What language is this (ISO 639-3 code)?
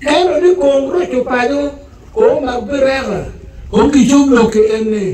ach